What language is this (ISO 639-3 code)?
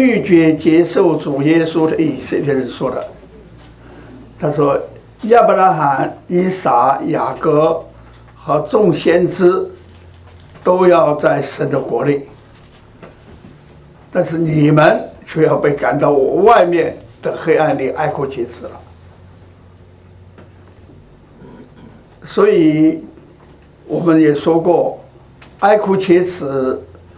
zho